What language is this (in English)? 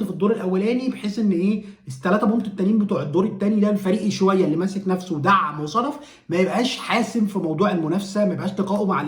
Egyptian Arabic